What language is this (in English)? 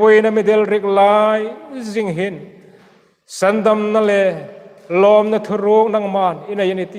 Hmar